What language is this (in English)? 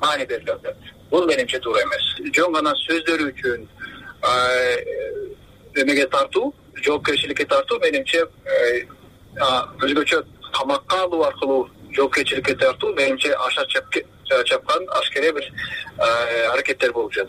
Kyrgyz